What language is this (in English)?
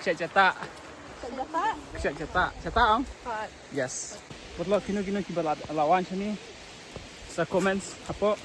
Khasi